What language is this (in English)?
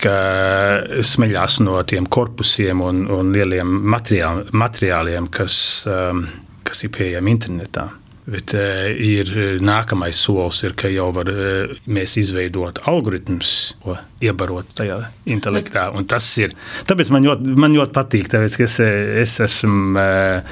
Latvian